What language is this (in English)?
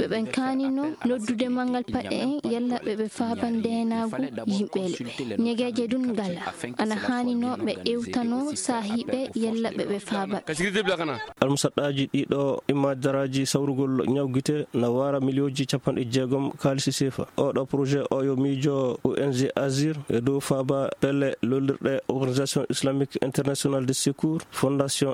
Fula